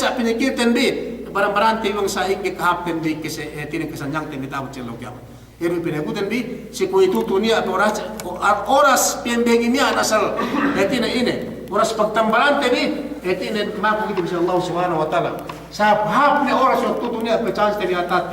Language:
Yakan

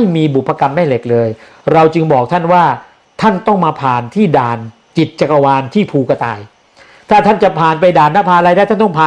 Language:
Thai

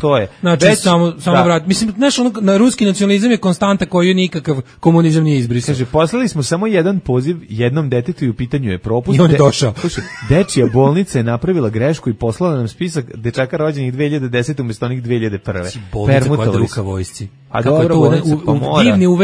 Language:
Serbian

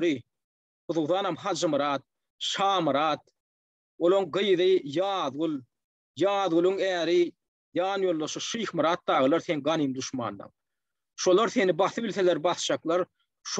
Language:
Turkmen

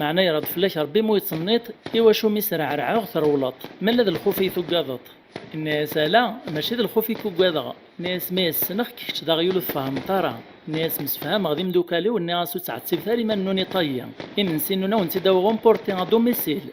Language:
Kabyle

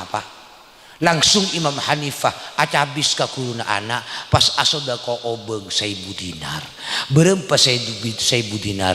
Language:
Madurese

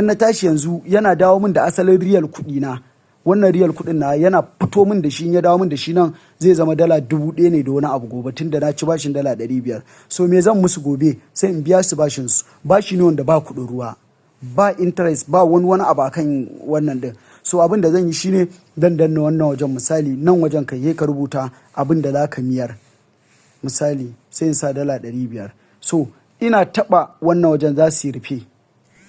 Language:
Hausa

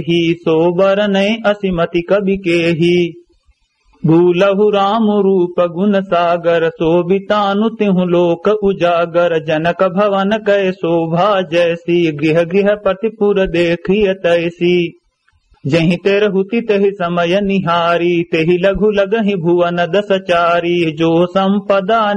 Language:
Awadhi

